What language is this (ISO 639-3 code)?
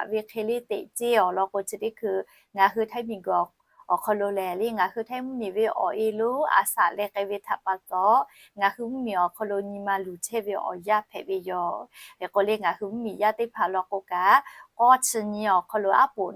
lhu